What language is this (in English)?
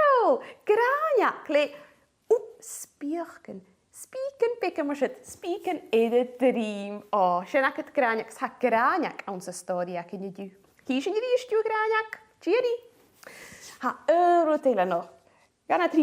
Scottish Gaelic